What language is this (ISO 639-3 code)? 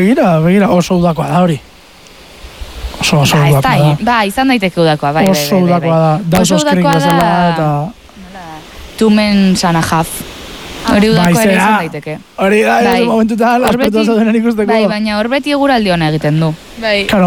eus